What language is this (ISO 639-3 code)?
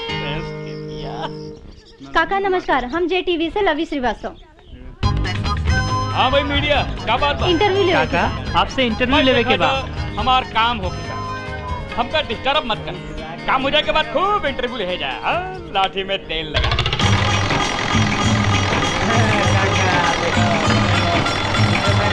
bho